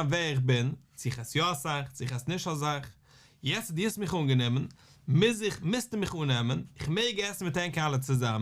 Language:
Yiddish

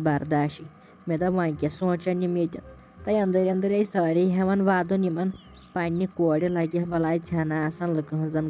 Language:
Kashmiri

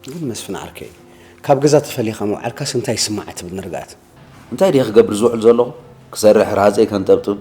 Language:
Tigrinya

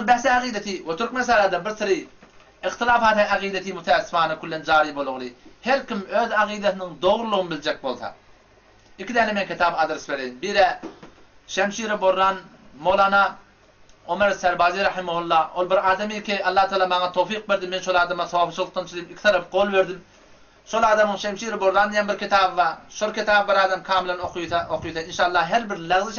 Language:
Turkmen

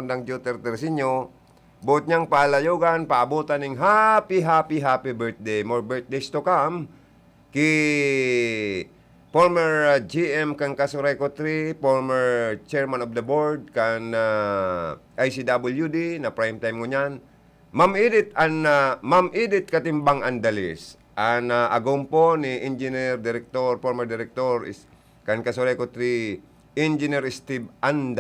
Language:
Bikol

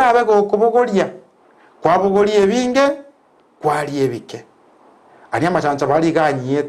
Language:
Gusii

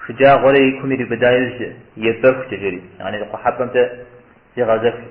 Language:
Kabardian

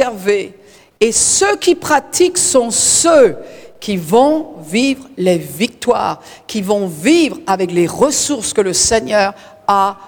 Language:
French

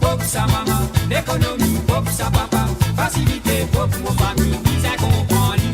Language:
Morisyen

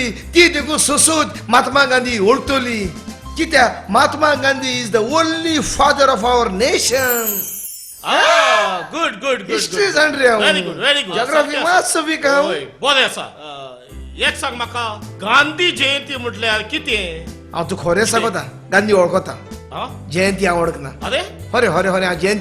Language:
Konkani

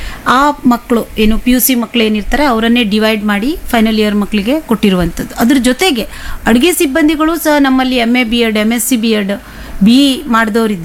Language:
Kannada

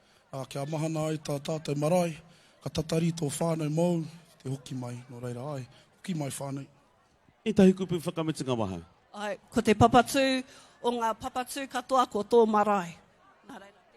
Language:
Māori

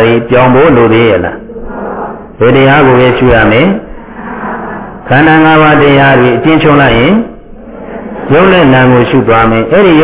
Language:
Burmese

